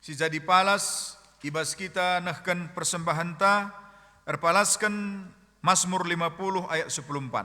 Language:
Batak Karo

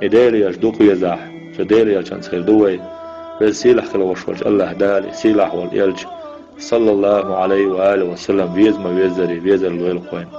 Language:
Chechen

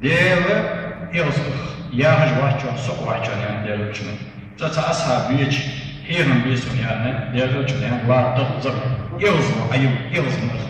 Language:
Ingush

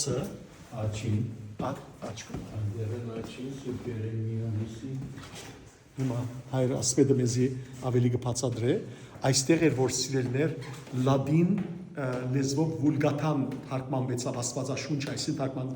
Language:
Western Armenian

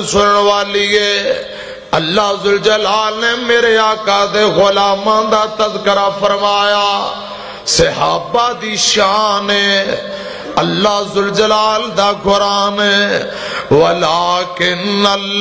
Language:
Western Panjabi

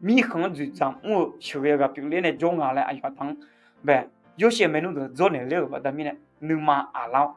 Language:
Akha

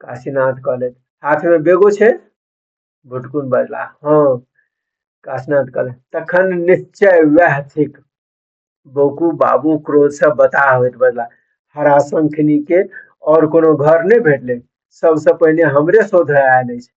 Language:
Maithili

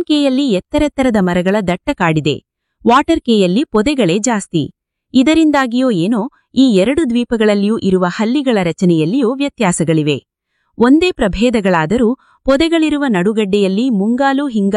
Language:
Kannada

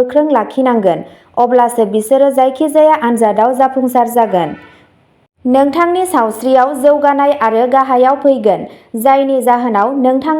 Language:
Bodo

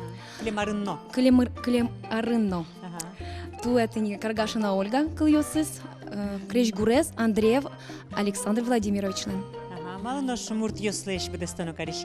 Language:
Udmurt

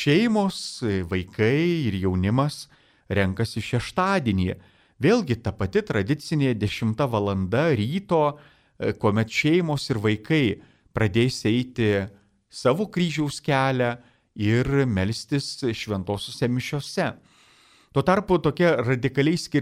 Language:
Lithuanian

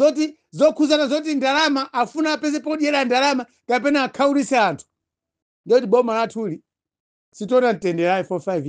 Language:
Nyanja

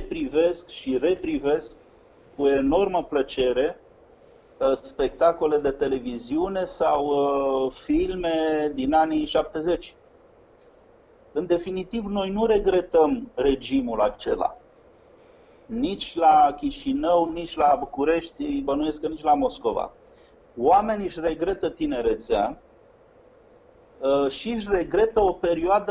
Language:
Romanian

